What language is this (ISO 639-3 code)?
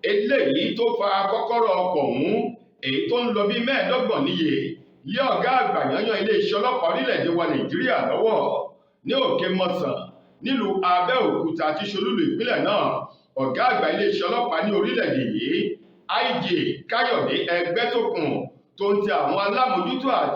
yor